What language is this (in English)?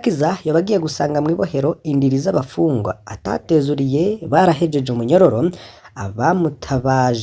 Rundi